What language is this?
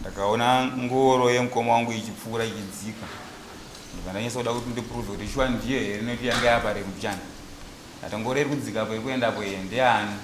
Shona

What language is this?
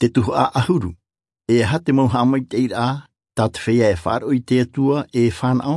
Tahitian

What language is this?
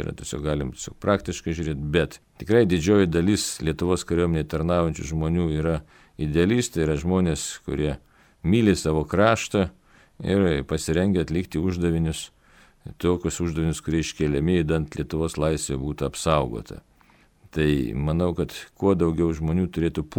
Lithuanian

